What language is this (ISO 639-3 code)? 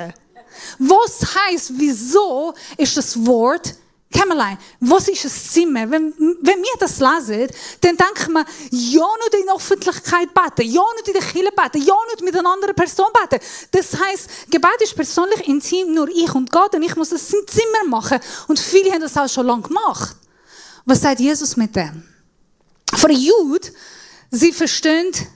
gsw